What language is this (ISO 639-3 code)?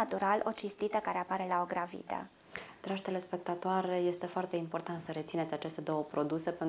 ron